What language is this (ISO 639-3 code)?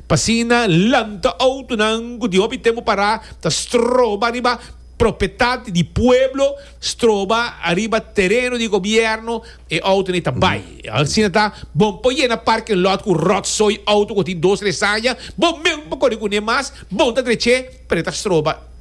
pap